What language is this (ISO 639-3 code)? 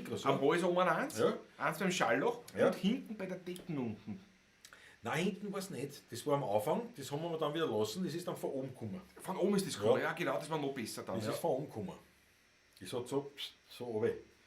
bar